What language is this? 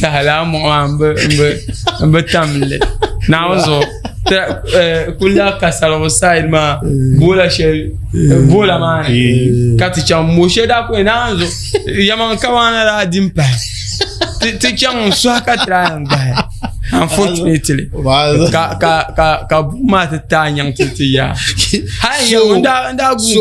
Dagbani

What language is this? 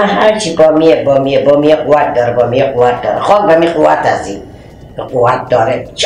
Persian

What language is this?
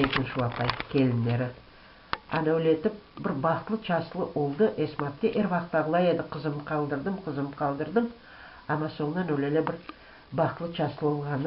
Crimean Tatar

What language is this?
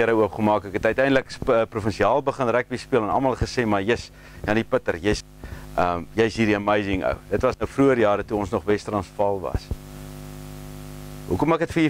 Afrikaans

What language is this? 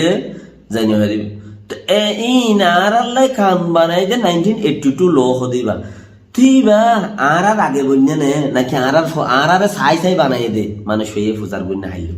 Rohingya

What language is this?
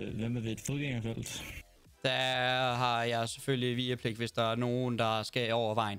Danish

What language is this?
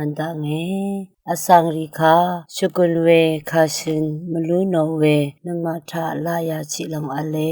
Rawang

